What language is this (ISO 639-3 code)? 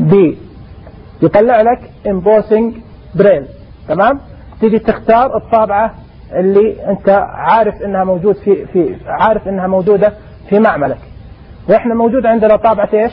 ars